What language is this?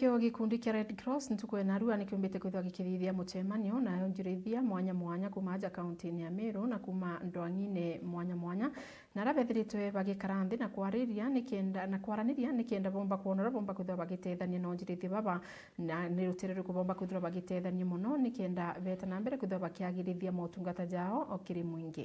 Meru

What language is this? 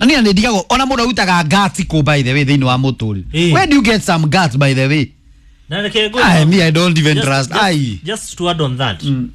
Kikuyu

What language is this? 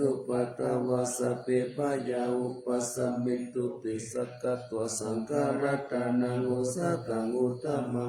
Pali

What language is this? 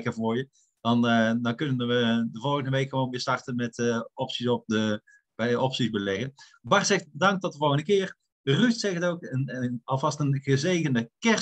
Dutch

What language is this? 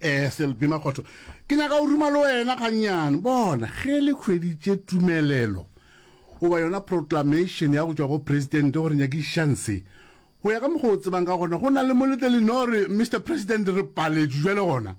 Northern Sotho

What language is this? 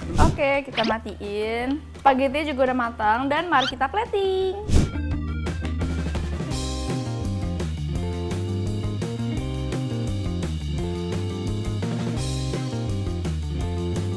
Indonesian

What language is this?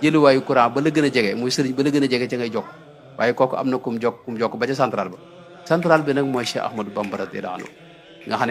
Wolof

